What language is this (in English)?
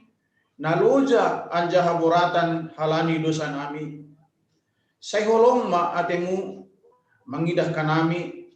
Batak Simalungun